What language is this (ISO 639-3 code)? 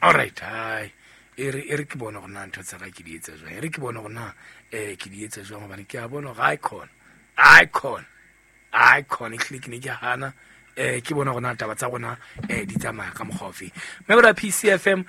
sot